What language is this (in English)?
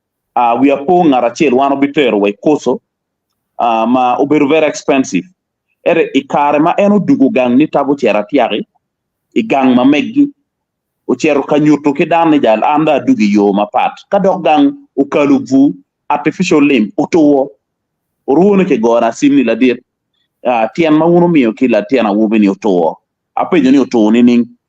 Acoli